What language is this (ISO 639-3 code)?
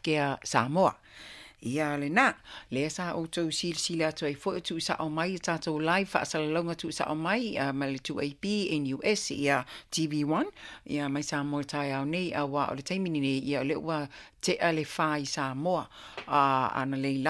smo